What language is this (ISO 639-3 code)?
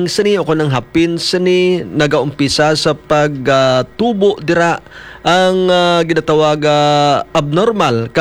hil